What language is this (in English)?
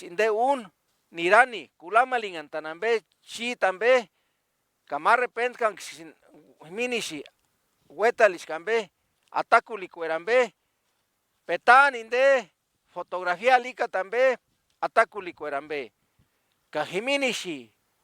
Purepecha